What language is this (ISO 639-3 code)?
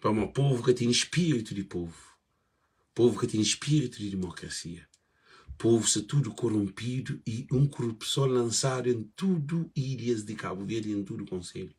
kea